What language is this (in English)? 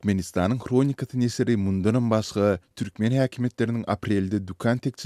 Turkmen